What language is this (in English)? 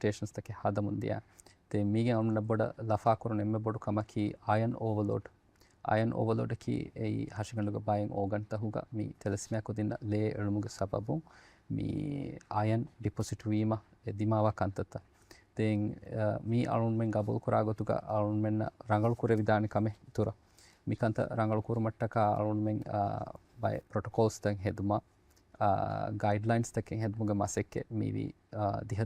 Divehi